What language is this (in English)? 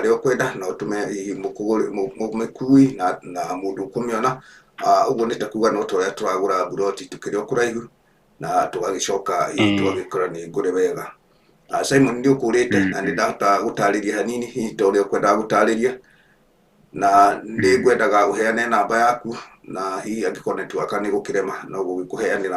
Kikuyu